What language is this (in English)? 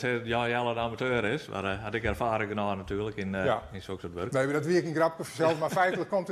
Western Frisian